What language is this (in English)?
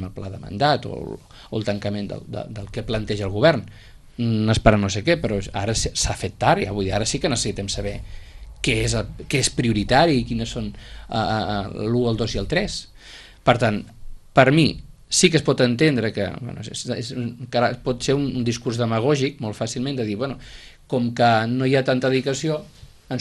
Catalan